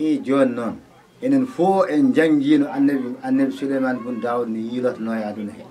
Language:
Fula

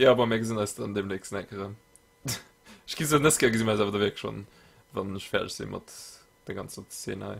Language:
Luxembourgish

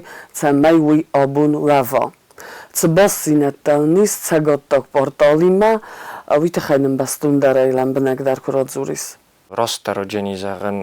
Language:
Ossetic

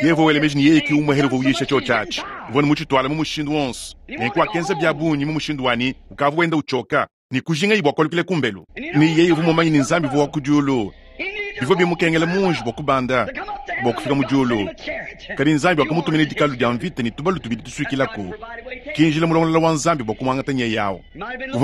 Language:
Luba-Lulua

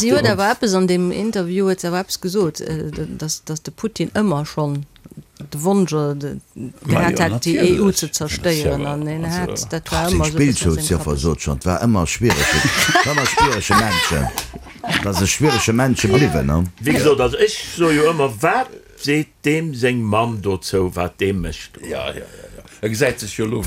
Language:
Luxembourgish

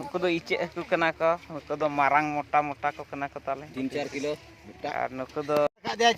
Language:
Santali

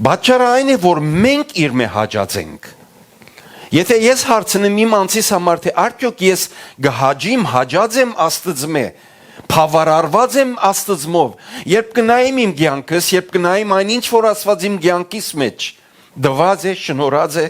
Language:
Western Armenian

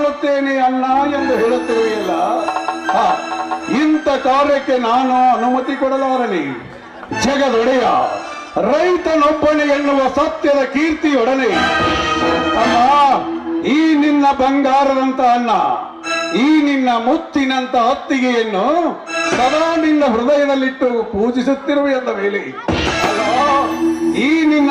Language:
Kannada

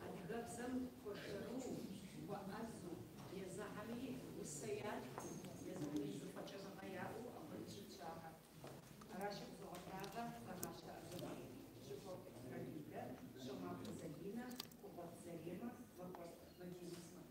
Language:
Kabardian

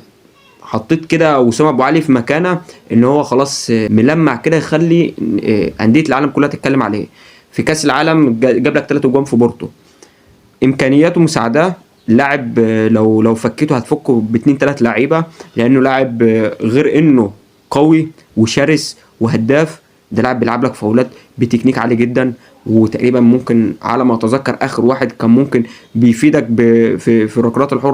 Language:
Egyptian Arabic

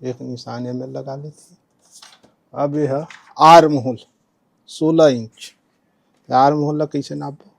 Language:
Chhattisgarhi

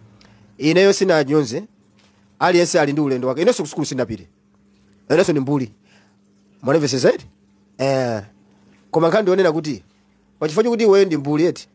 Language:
Nyanja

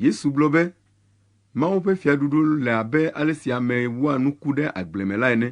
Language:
Ewe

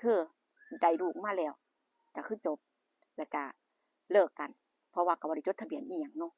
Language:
Northeastern Thai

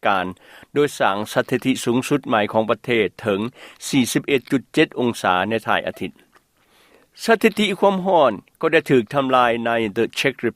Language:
Lao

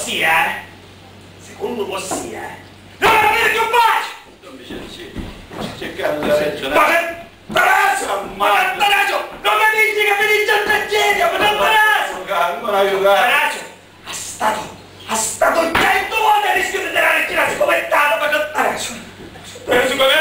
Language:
Sicilian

